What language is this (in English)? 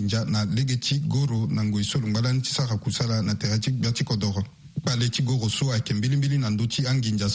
Sango